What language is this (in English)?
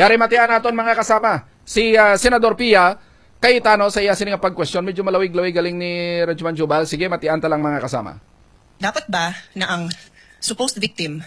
Hiligaynon